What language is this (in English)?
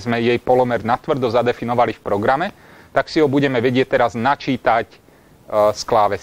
Slovak